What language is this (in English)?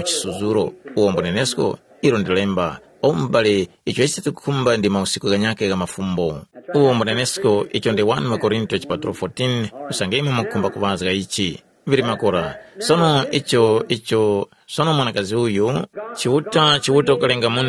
Tumbuka